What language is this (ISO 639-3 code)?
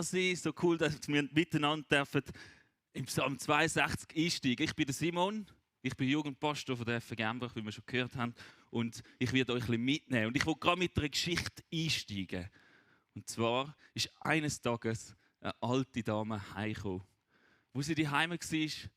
gsw